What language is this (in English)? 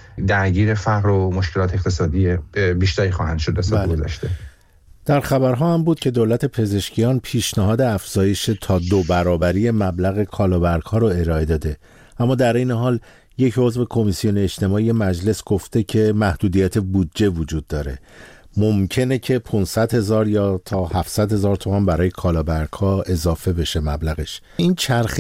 Persian